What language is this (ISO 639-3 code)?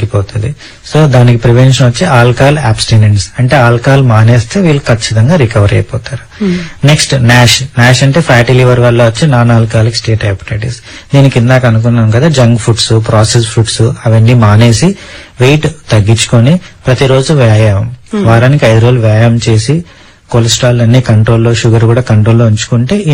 tel